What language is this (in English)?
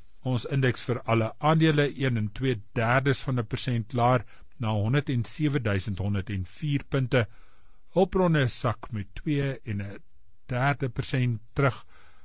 Afrikaans